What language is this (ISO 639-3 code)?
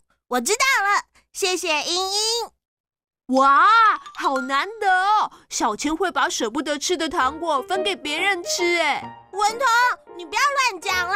zho